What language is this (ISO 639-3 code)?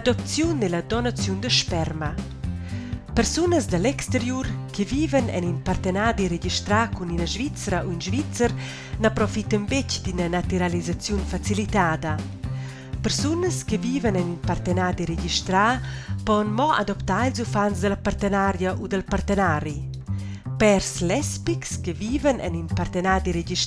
roh